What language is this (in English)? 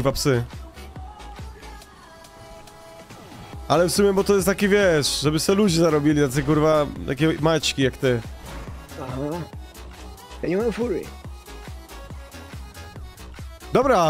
Polish